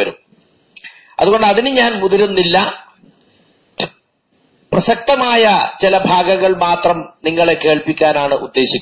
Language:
Malayalam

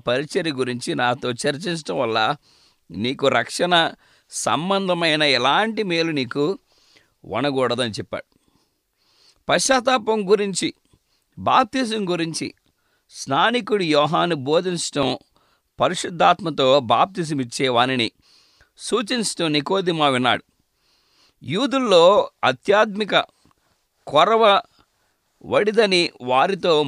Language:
Telugu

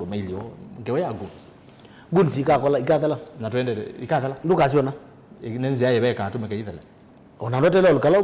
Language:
Kamba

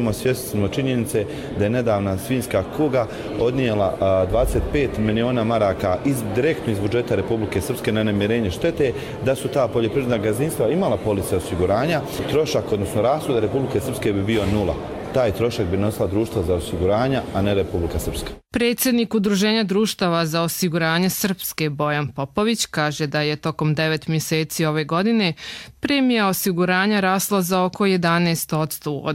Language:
Croatian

